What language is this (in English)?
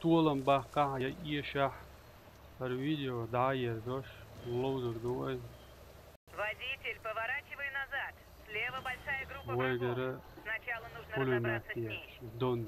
Chechen